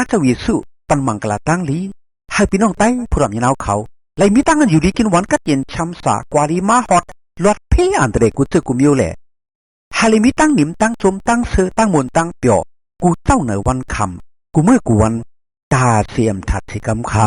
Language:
Shan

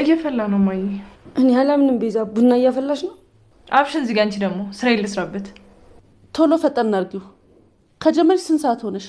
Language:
Amharic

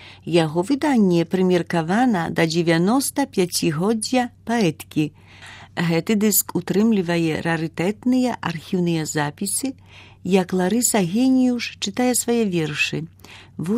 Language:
Belarusian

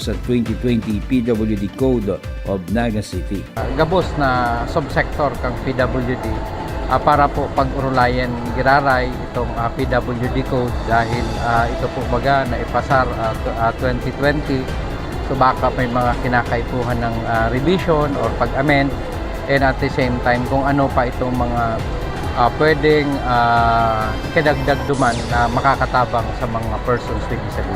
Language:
Bikol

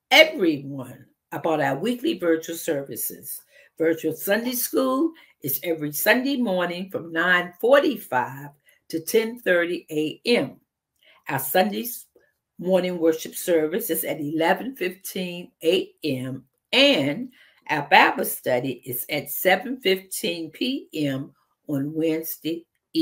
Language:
English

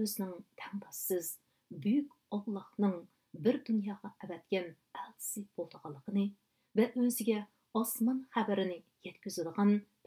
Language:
Uyghur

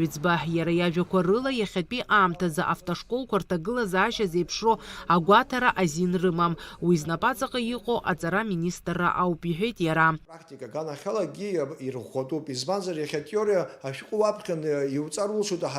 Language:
Abkhazian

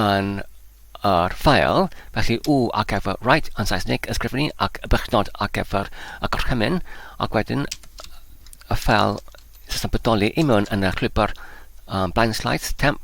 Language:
Welsh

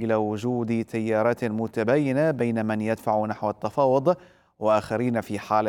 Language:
Arabic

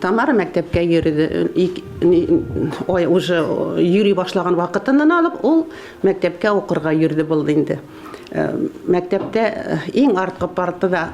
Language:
Bashkir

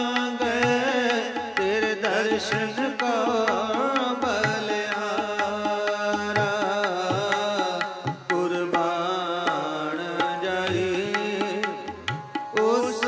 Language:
Punjabi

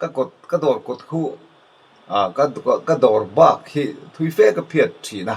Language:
Mizo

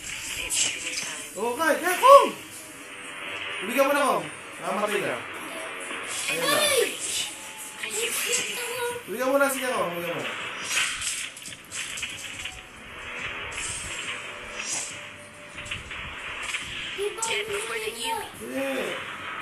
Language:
Filipino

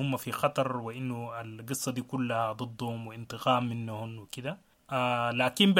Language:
Sudanese Arabic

